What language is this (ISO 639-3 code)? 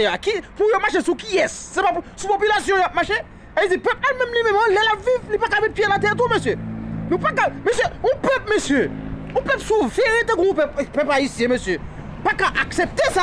hat